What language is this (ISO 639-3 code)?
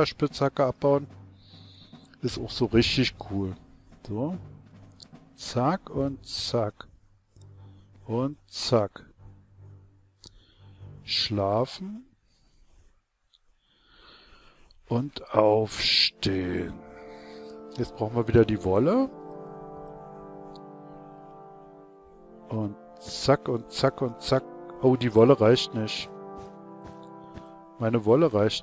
deu